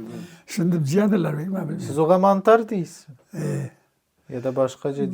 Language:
Crimean Tatar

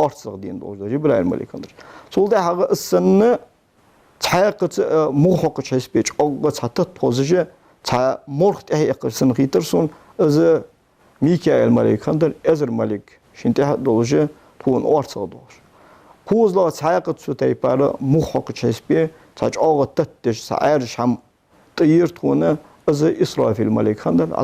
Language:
Ingush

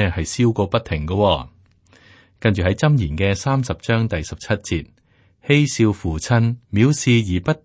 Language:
Cantonese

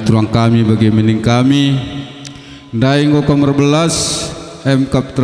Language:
Batak Karo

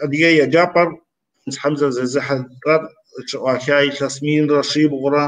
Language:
Kabardian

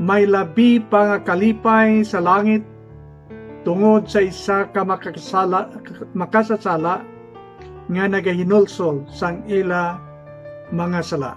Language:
Hiligaynon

